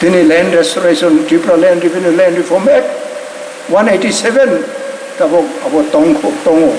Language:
Kok Borok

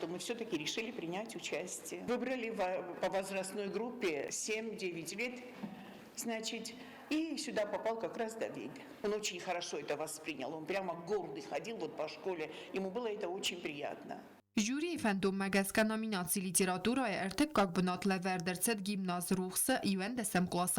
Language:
Ossetic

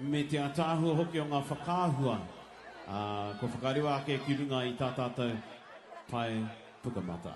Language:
Māori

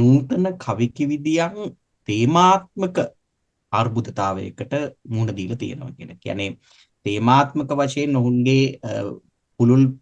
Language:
Sinhala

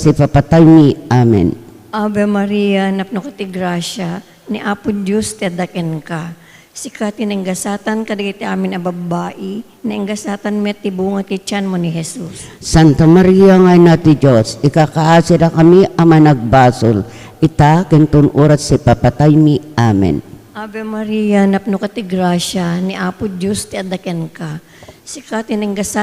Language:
Iloko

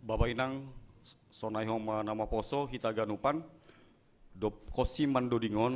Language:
Batak Simalungun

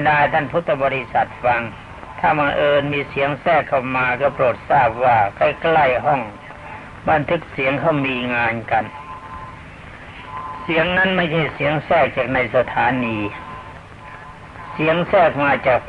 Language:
Thai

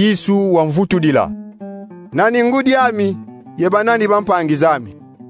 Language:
Kongo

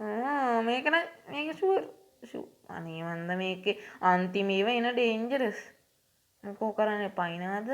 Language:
Sinhala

